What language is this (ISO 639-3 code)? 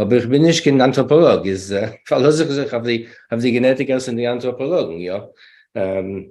yid